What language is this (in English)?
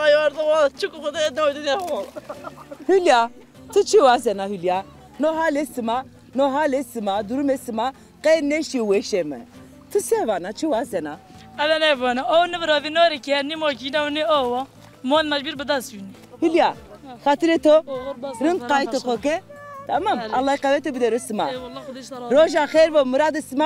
Zaza